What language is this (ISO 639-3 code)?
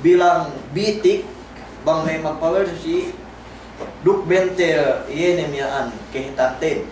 yka